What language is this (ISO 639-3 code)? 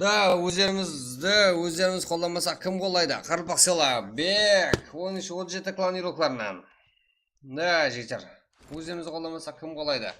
kaa